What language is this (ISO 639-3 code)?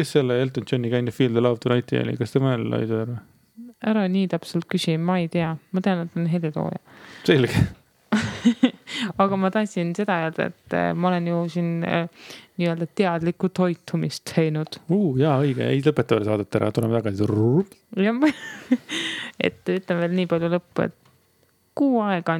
est